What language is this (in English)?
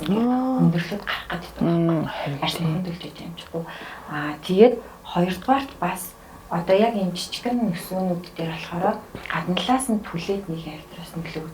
Mongolian